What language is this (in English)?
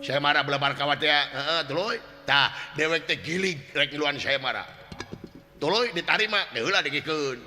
Sundanese